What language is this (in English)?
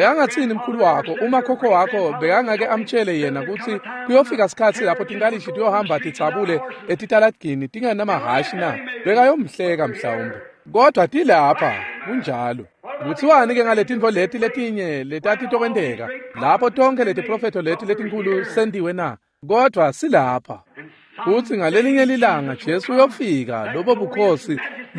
Swati